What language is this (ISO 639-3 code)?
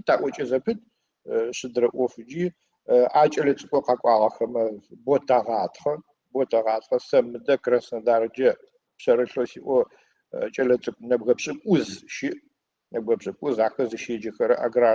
ady